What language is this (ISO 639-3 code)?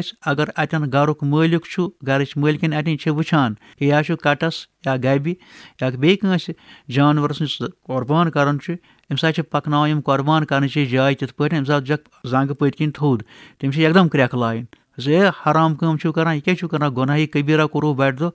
kas